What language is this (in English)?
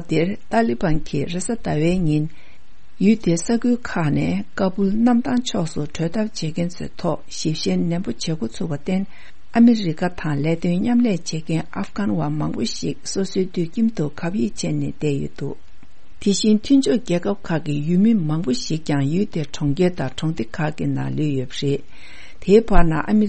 Tibetan